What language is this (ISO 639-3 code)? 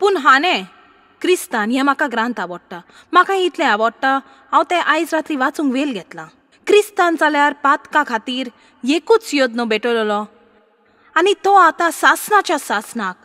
kok